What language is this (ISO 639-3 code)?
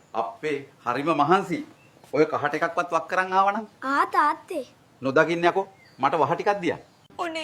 sin